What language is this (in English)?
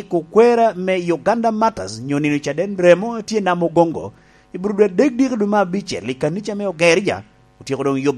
Lango (Uganda)